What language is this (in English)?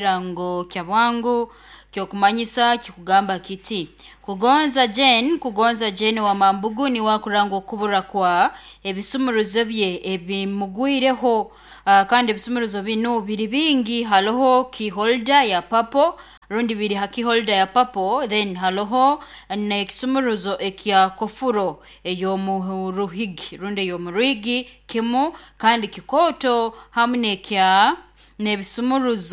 Nyoro